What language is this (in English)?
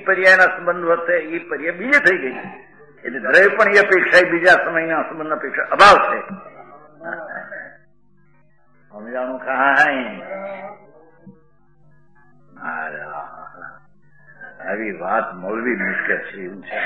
Gujarati